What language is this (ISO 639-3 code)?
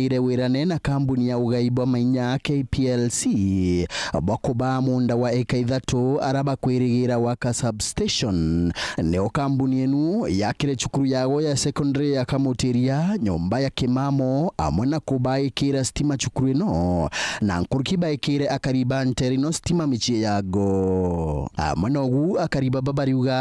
mer